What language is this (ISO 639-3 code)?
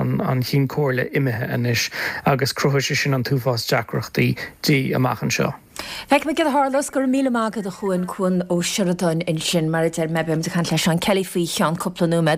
gle